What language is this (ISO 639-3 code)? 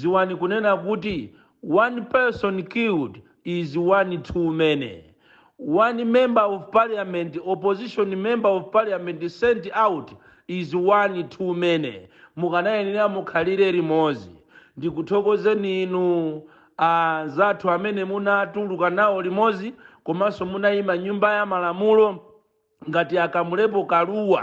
nya